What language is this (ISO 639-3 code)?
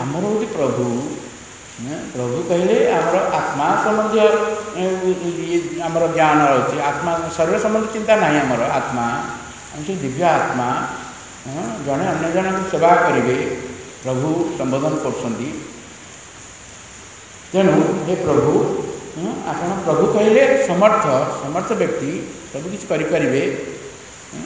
ori